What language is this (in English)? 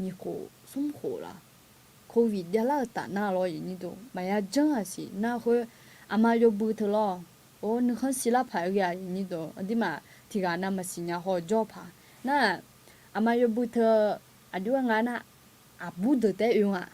Akha